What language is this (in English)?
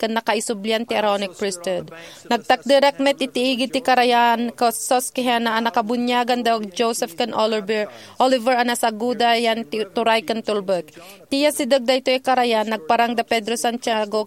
Iloko